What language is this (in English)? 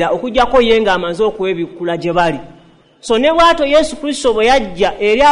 Ganda